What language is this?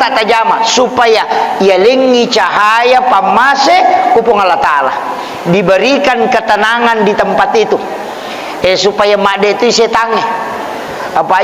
Buginese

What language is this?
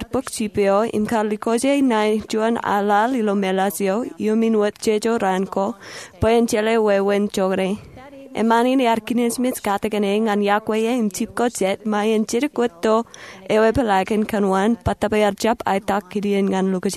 Marshallese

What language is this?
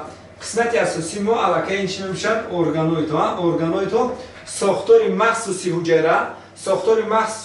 Tajik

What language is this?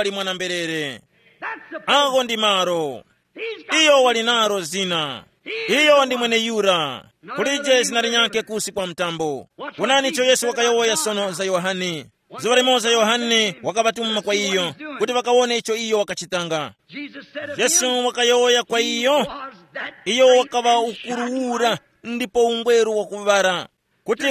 Tumbuka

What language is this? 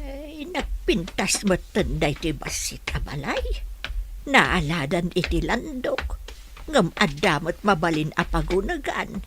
Iloko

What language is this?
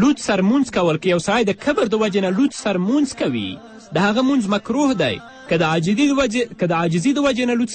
Pashto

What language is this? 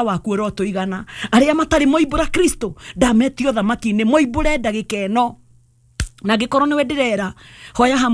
Kikuyu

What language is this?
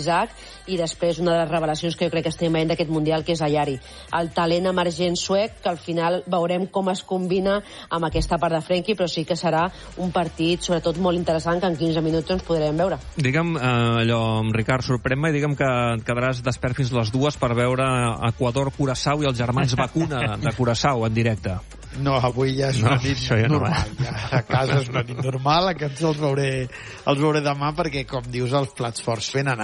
Catalan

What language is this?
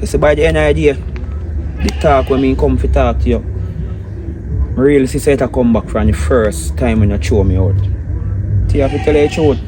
Jamaican Creole English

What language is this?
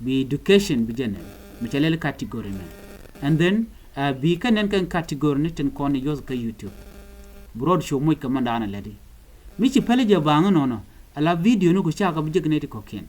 Nuer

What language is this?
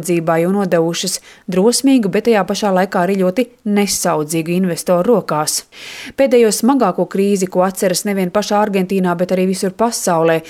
Latvian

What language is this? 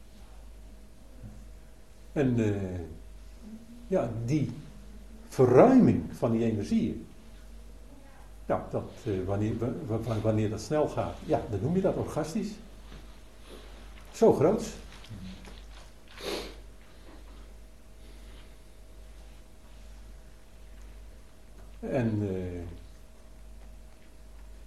Dutch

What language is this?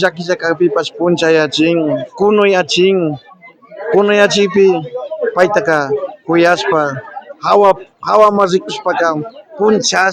Imbabura Highland Quichua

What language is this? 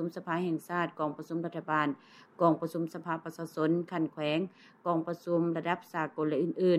Lao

